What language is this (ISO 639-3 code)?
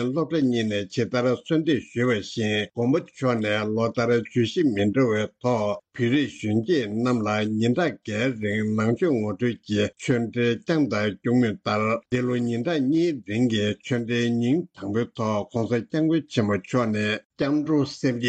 bod